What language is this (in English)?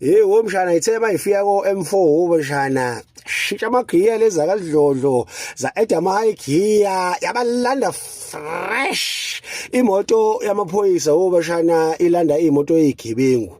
Zulu